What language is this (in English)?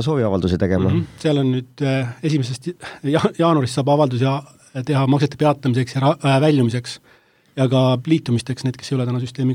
Estonian